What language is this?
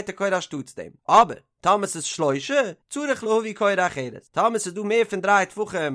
Yiddish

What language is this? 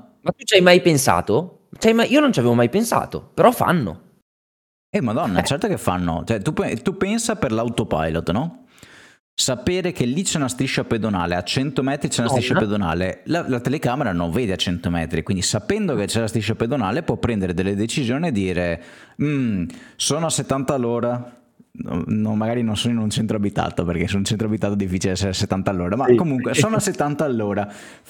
Italian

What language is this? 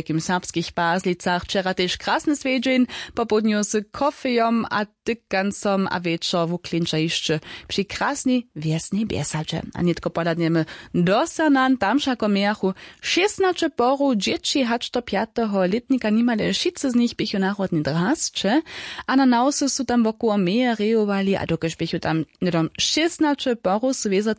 Upper Sorbian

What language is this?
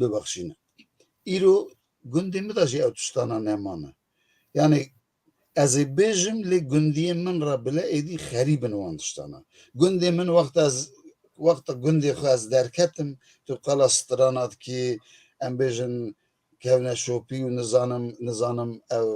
Kurdish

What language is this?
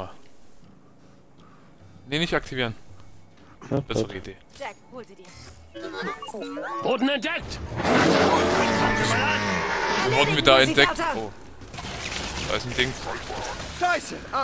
German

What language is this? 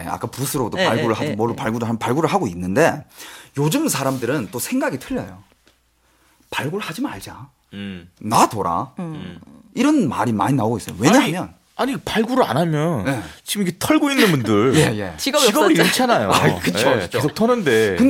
Korean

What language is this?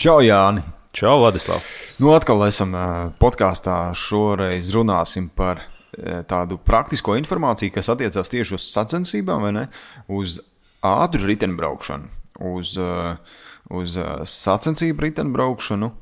Latvian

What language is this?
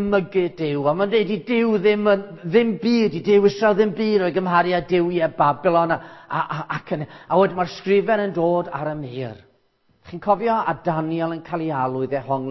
Welsh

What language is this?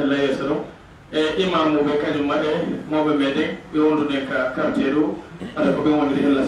Pular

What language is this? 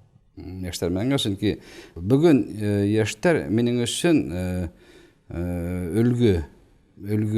Bashkir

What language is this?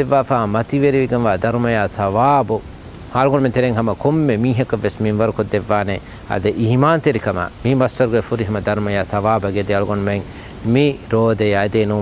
Divehi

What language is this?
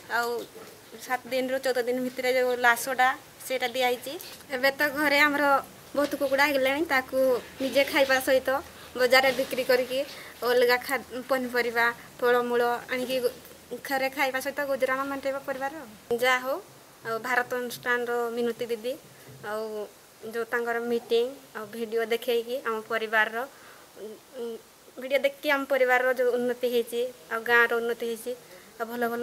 Odia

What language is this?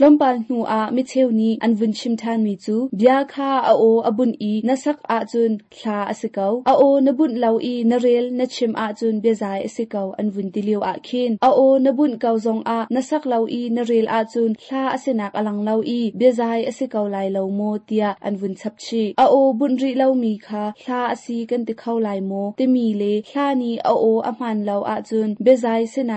Hakha Chin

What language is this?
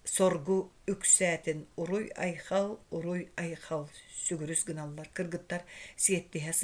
Yakut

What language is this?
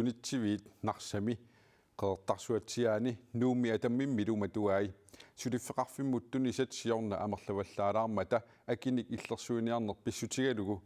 Kalaallisut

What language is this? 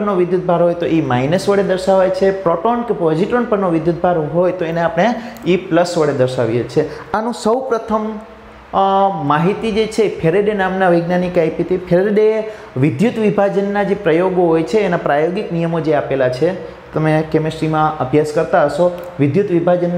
Gujarati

